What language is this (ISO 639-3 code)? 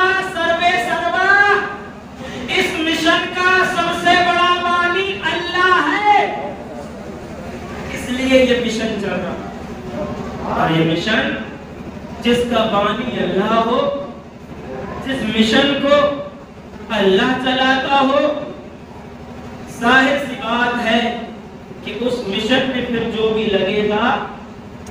urd